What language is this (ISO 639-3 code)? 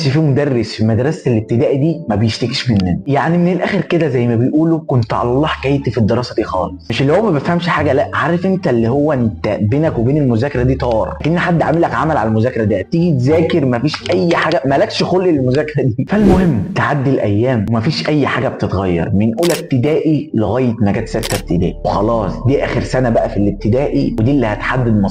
arz